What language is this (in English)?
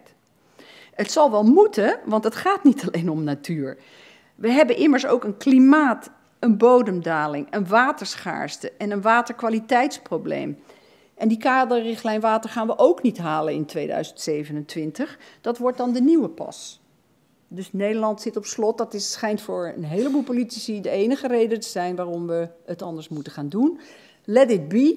Dutch